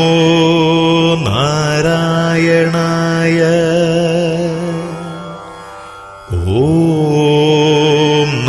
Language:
Malayalam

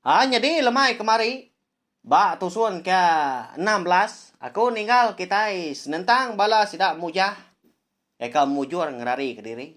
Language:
Iban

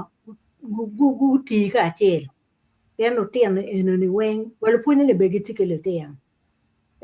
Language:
Acoli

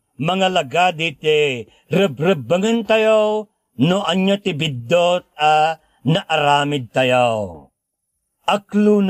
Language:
Iloko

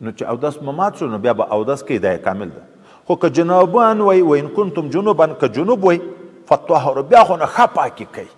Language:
Pashto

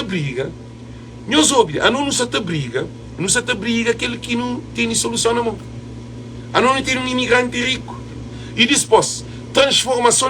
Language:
Kabuverdianu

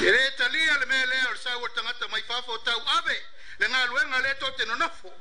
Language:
Samoan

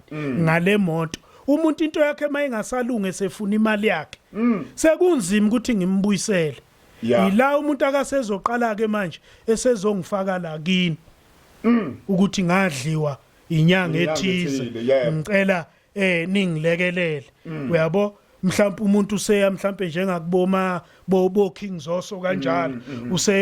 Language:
Zulu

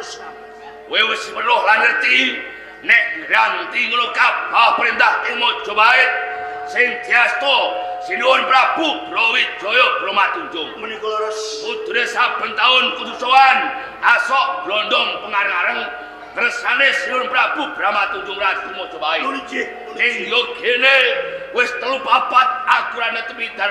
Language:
Javanese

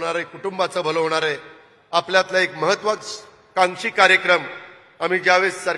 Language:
Marathi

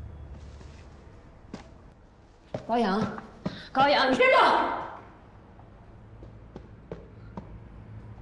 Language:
Chinese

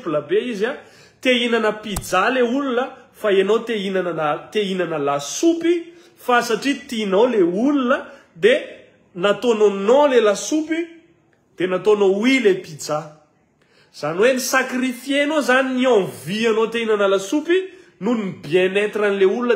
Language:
Malagasy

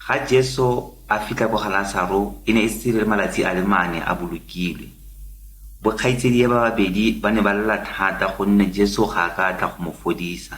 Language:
Tswana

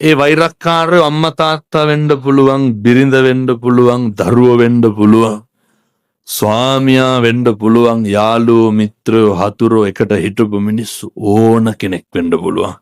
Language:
Sinhala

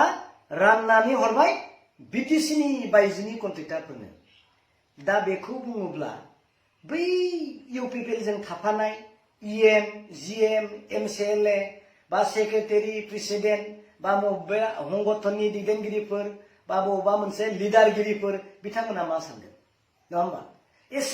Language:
Bodo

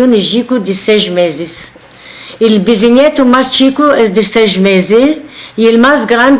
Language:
Ladino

